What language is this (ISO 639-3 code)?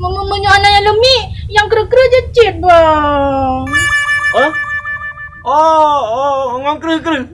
ace